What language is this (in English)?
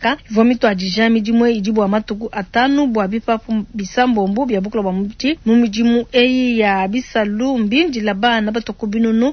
Luba-Lulua